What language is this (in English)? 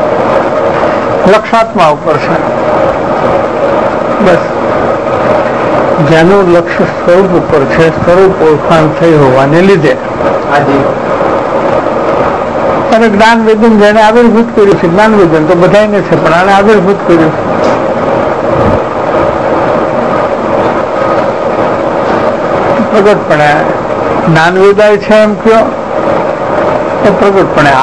Gujarati